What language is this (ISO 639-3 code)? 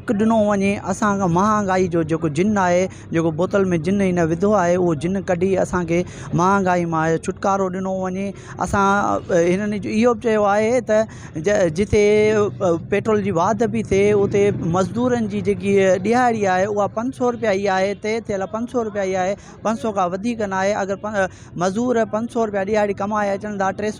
snd